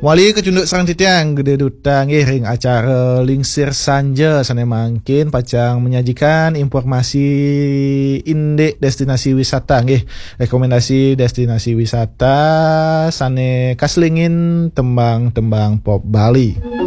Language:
Balinese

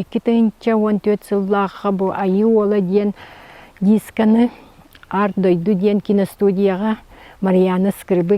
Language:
Yakut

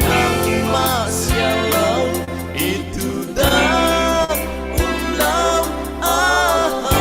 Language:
Falam Chin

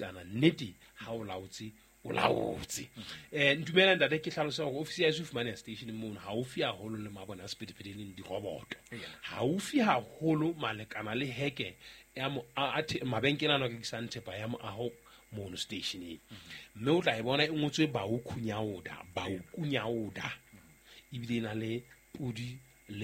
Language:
Southern Sotho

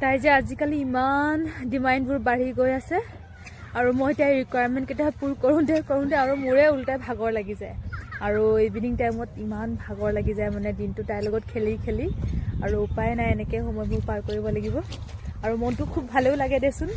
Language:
Assamese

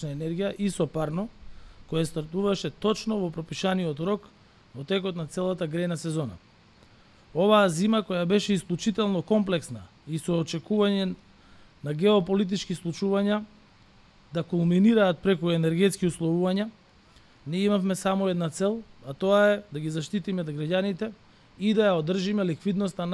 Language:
Macedonian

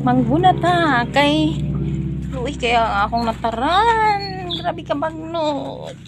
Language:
Cebuano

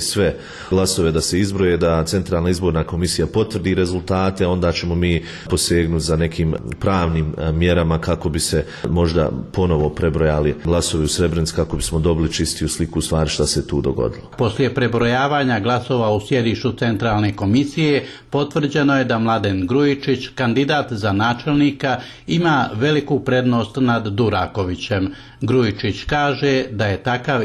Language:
Croatian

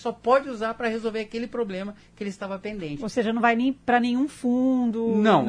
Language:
Portuguese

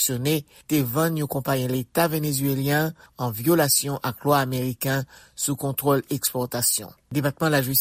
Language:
Haitian Creole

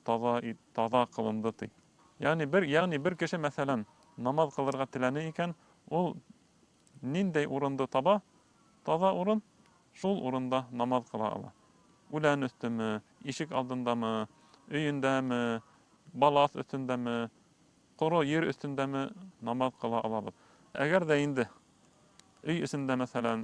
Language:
Bashkir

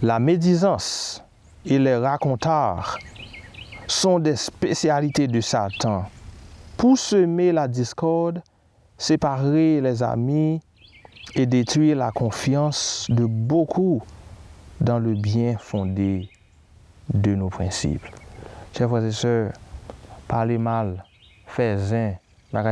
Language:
Haitian Creole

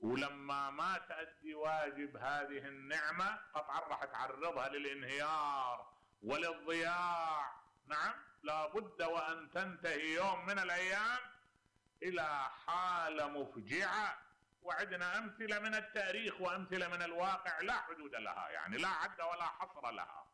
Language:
Mesopotamian Arabic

